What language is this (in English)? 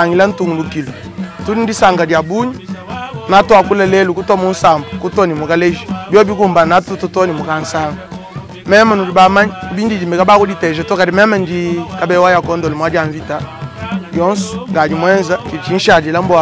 Luba-Lulua